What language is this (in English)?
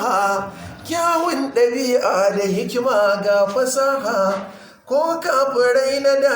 Hausa